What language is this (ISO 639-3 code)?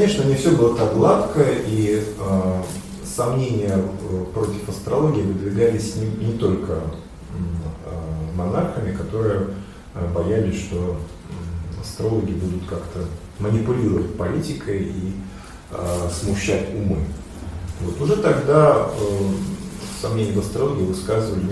rus